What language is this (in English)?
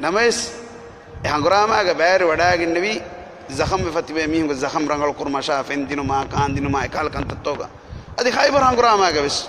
Divehi